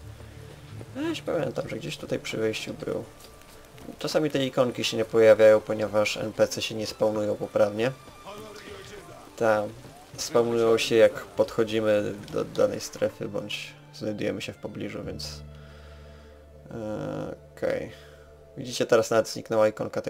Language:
Polish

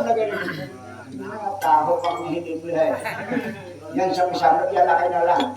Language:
Banjar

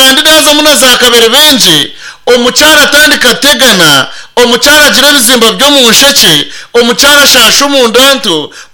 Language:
Nyankole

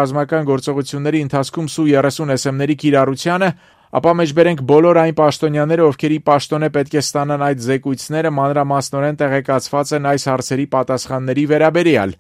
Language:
Armenian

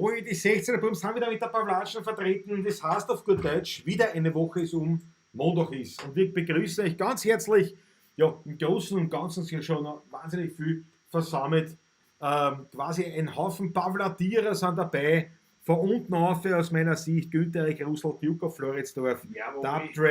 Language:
Bavarian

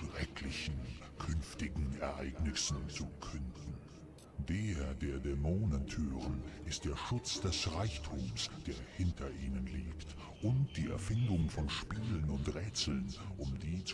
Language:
Swiss German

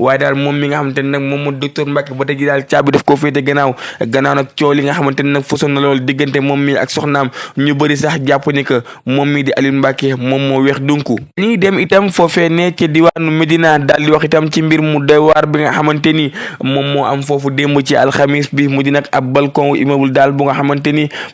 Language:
Wolof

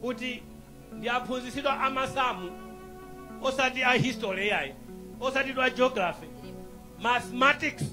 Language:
Nyanja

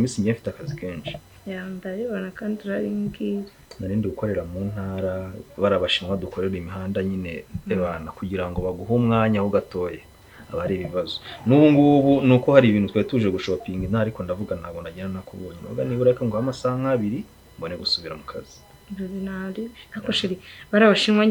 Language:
Kinyarwanda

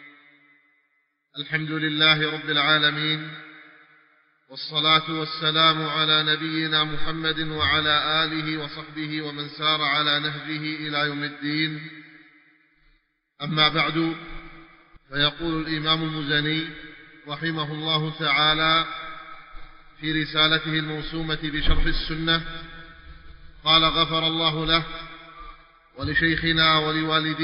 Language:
Arabic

